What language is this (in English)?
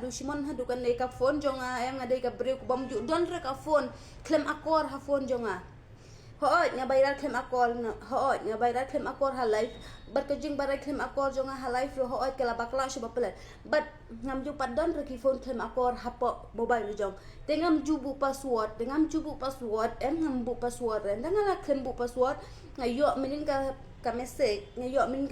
Khasi